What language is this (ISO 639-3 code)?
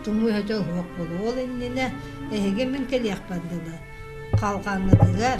sah